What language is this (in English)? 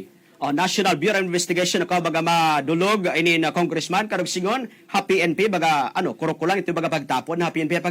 Waray